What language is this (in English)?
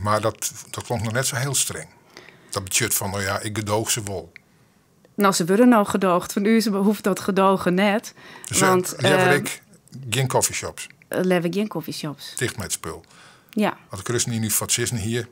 Western Frisian